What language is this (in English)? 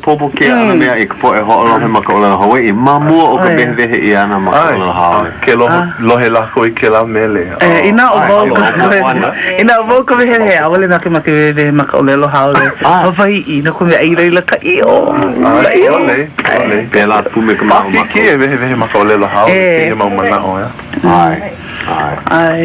Hawaiian